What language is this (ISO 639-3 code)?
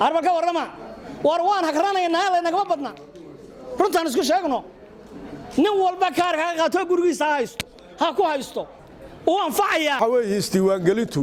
som